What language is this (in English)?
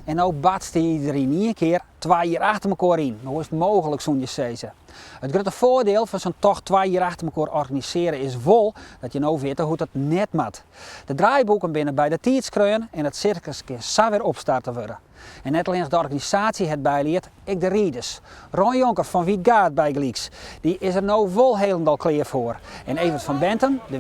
Western Frisian